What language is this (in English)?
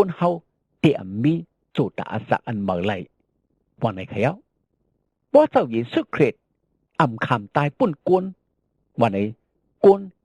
Shan